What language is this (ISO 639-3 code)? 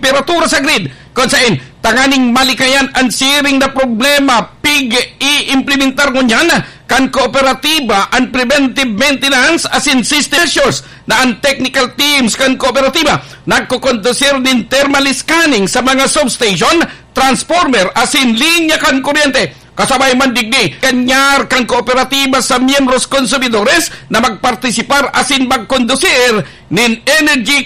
bik